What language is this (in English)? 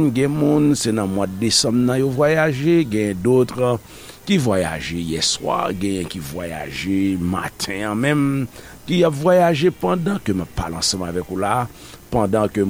Haitian Creole